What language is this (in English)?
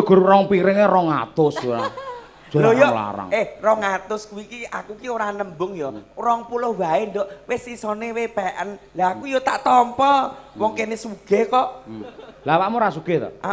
Javanese